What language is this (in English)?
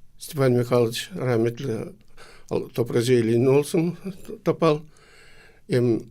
Gagauz